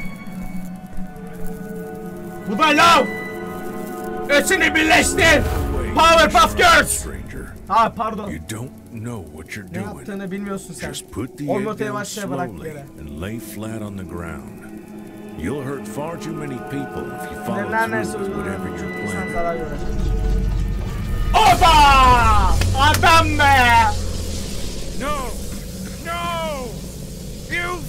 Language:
Turkish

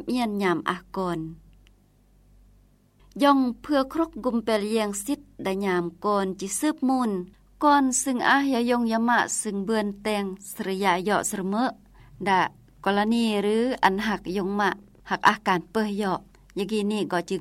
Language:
Lao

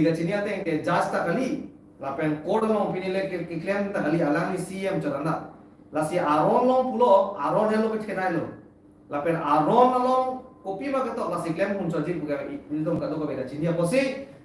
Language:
Karbi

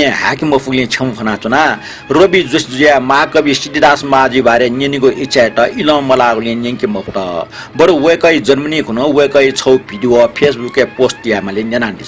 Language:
Newari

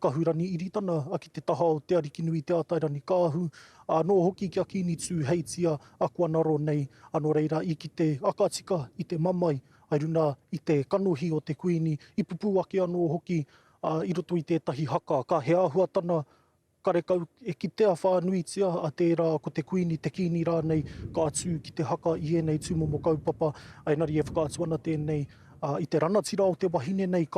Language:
Māori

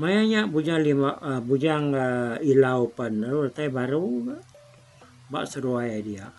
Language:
Iban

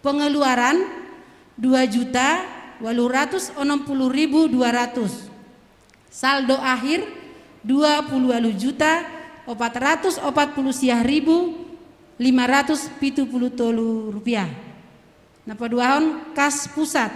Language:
Batak Simalungun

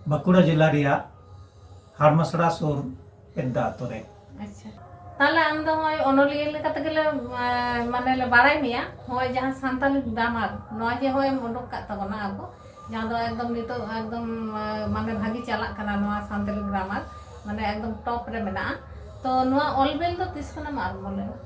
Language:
Santali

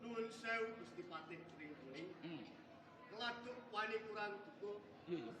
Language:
Javanese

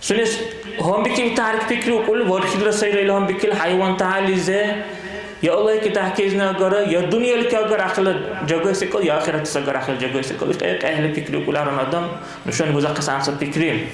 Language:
Dargwa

